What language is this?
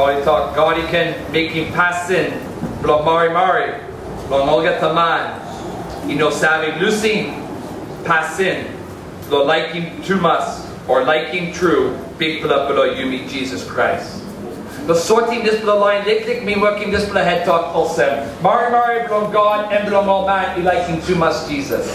Tok Pisin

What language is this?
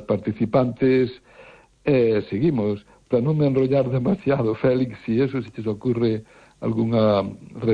Galician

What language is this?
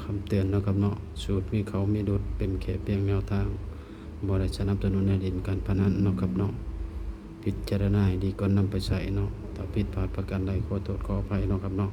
Northeastern Thai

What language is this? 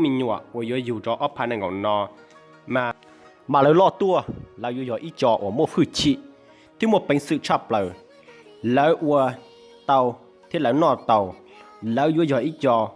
Hmong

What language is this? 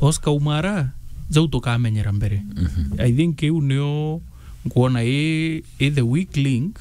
Meru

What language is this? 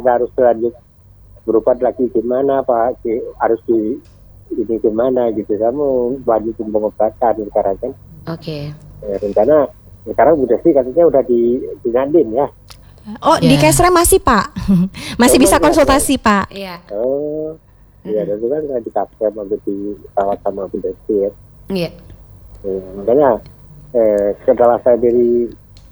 Indonesian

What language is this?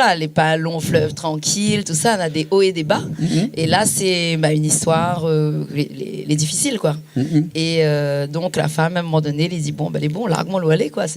Réunion Creole French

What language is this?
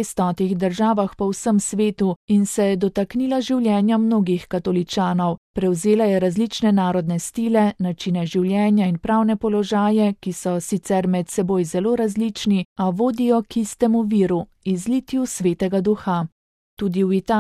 Slovenian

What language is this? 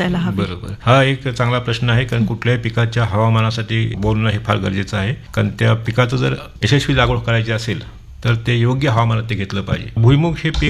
Marathi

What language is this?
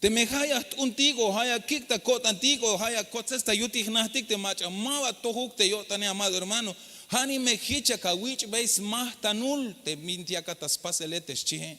Tzeltal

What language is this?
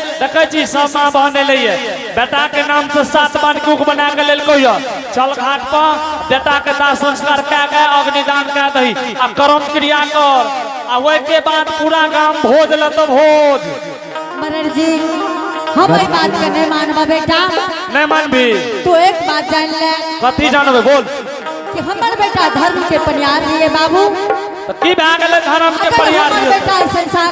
Angika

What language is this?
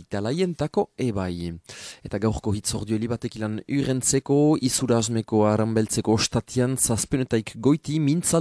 Basque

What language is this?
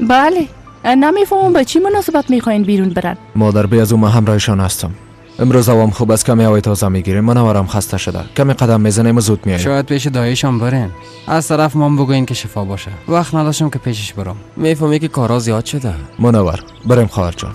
Persian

